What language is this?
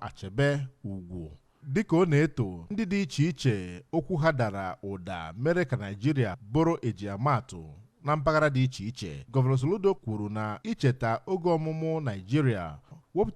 Igbo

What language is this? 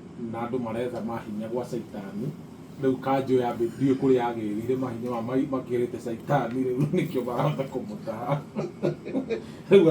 Kikuyu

